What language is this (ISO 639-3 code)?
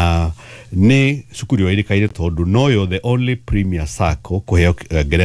kik